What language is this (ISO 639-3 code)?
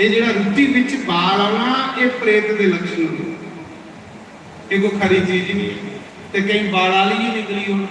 doi